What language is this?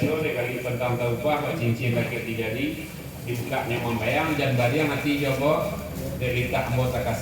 Minangkabau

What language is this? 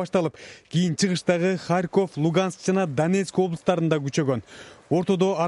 Kyrgyz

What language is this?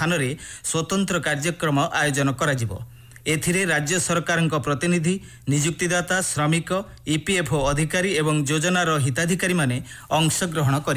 Odia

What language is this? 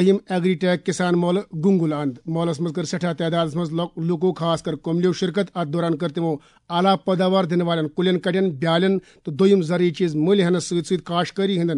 Kashmiri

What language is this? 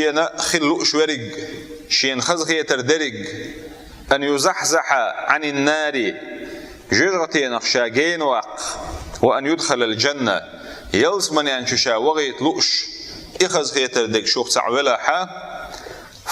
Chechen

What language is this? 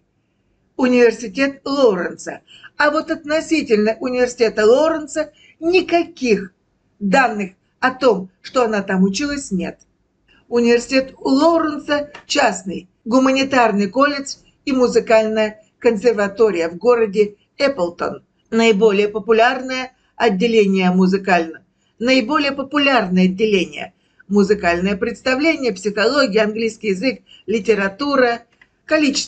Russian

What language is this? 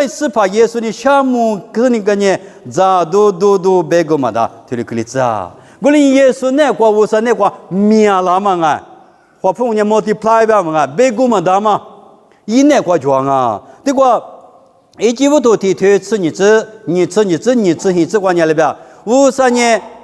Lisu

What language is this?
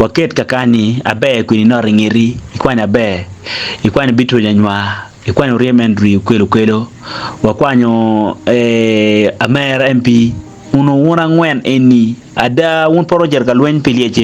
Acoli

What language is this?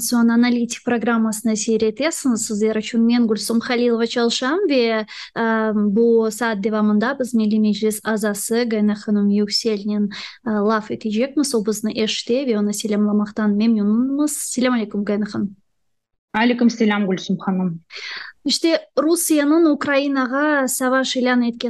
Crimean Tatar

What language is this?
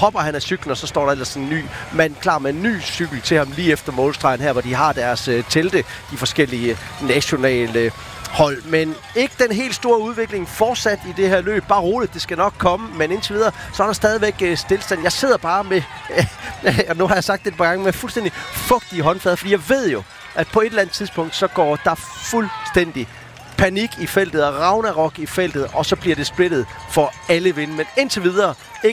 Danish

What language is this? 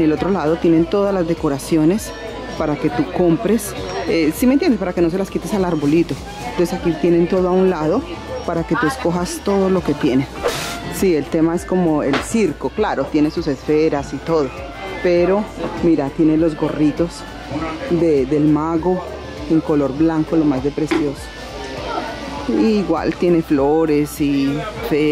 Spanish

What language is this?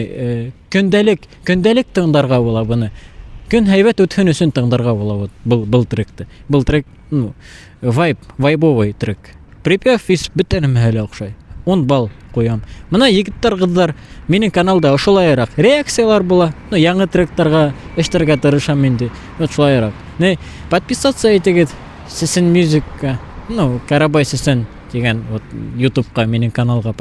Bashkir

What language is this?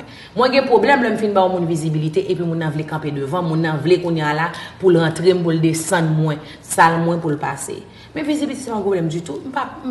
Haitian Creole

